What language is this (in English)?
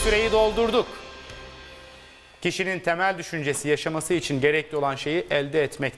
Turkish